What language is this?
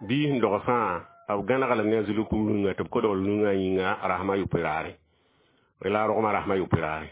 Mossi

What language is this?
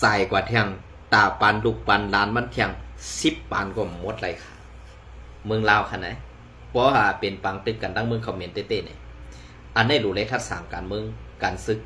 Shan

